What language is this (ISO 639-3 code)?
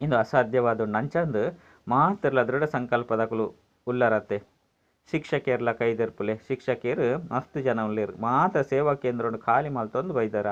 tcy